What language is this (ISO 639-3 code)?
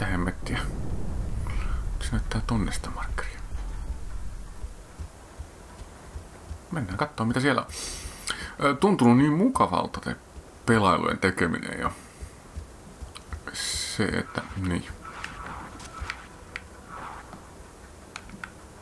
fin